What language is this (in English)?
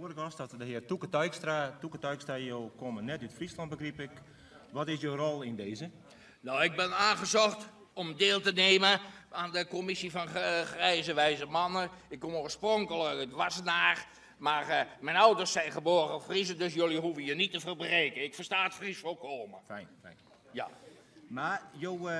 Western Frisian